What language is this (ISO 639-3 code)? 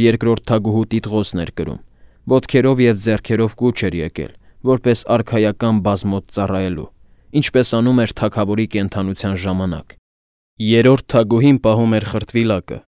hye